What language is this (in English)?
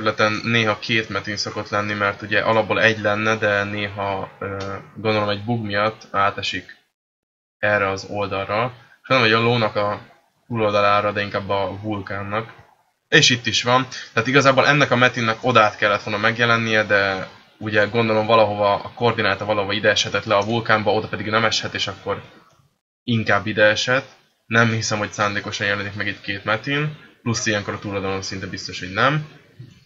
Hungarian